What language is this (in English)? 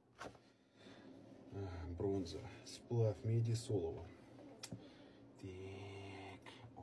Russian